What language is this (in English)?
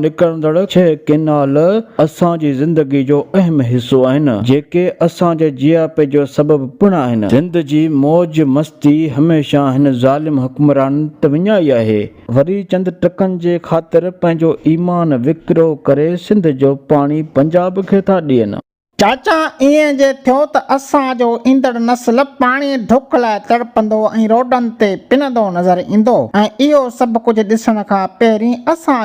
Sindhi